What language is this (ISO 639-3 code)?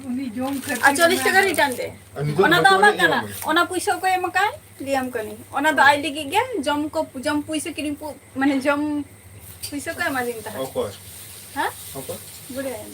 sat